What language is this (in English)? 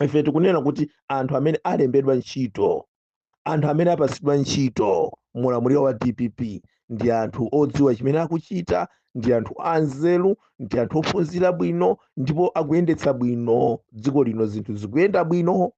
Nyanja